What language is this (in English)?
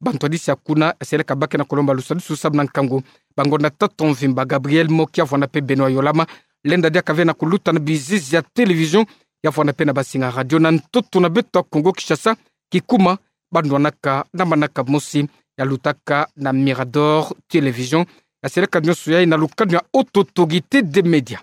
Kituba (Democratic Republic of Congo)